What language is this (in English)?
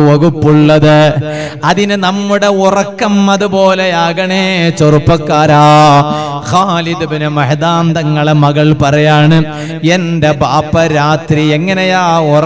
Malayalam